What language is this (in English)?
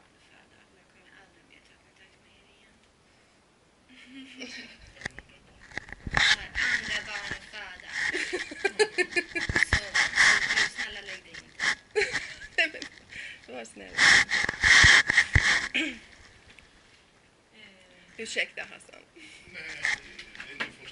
Swedish